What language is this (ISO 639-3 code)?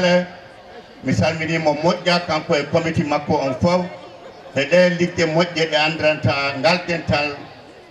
ful